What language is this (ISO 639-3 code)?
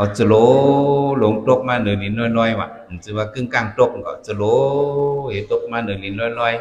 shn